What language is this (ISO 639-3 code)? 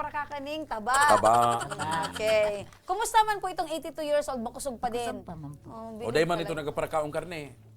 bik